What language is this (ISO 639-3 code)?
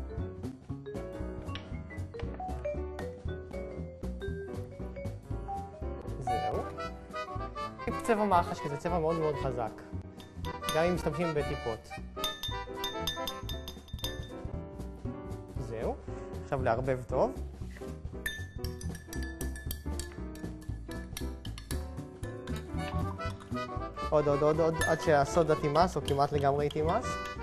heb